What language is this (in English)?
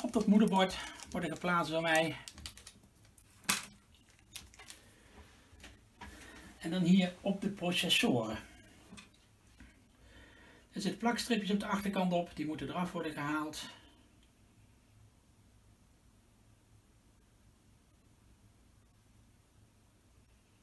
Dutch